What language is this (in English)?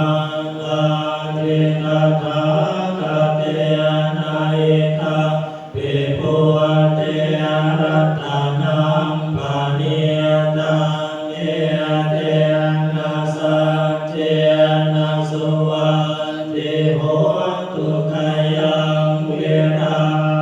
Pali